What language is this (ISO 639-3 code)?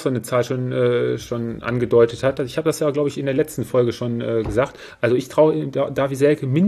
deu